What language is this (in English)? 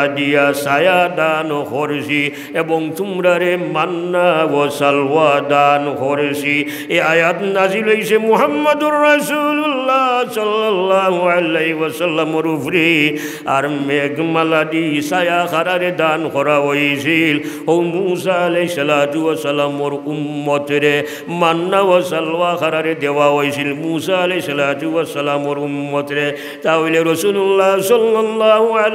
Sylheti